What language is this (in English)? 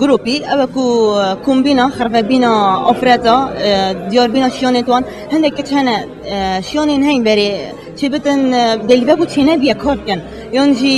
Kurdish